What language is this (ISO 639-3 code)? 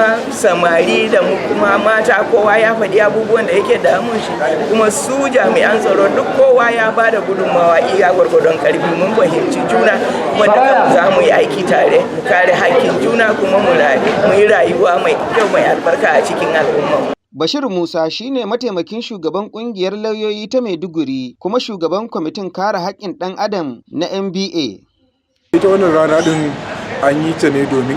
hau